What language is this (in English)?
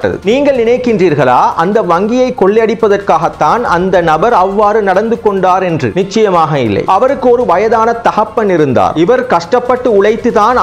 Tamil